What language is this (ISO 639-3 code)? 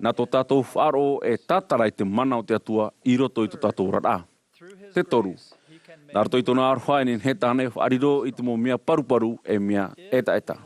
tah